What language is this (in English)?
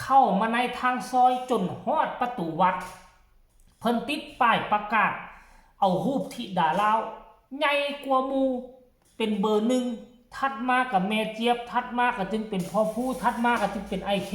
Lao